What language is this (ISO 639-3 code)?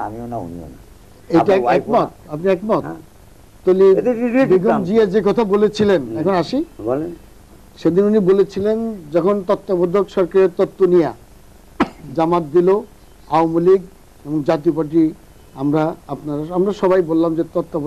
ben